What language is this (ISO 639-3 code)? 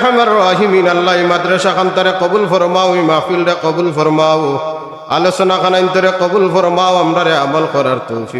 syl